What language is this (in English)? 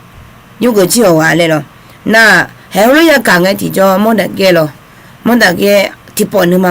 Akha